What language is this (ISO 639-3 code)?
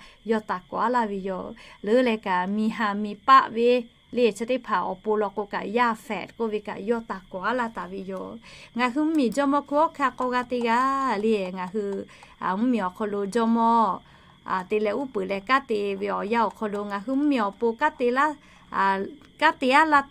lhu